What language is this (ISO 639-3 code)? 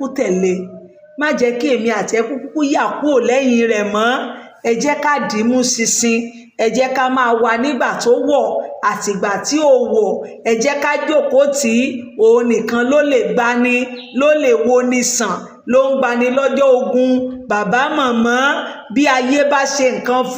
yor